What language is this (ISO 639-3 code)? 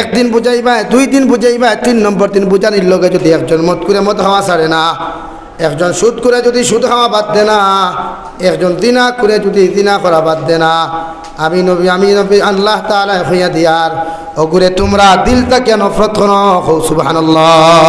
syl